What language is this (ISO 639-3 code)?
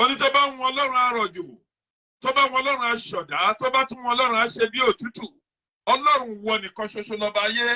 yor